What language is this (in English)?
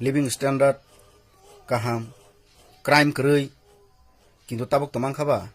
Kok Borok